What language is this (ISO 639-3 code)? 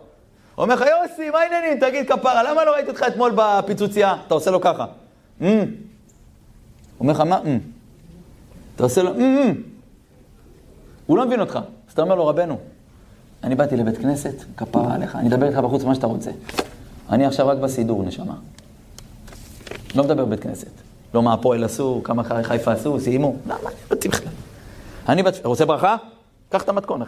heb